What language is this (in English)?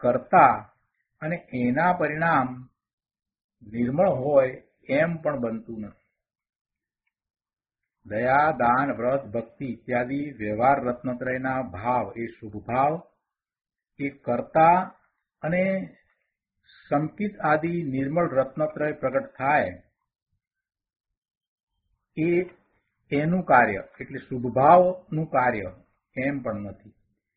Gujarati